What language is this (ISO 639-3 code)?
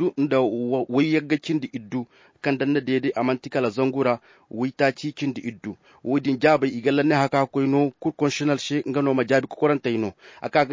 ses